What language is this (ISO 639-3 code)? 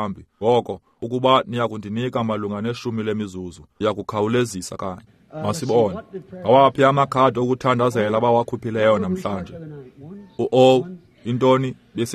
xho